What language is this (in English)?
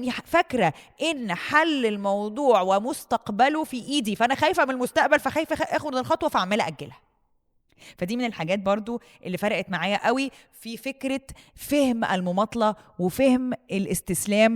Egyptian Arabic